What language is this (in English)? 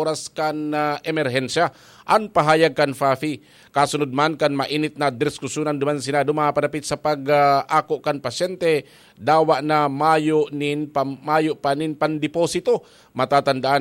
Bikol